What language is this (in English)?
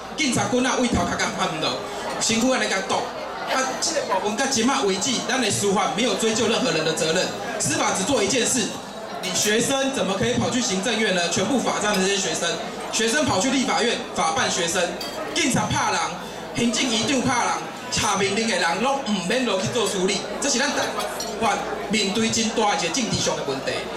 Min Nan Chinese